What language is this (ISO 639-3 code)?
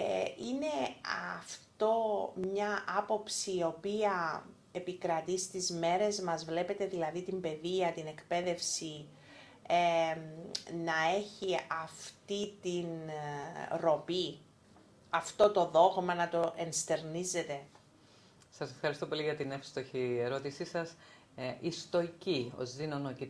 ell